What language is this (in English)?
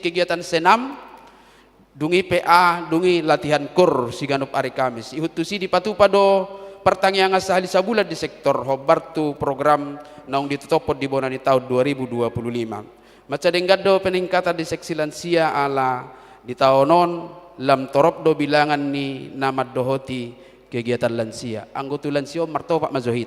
Batak Toba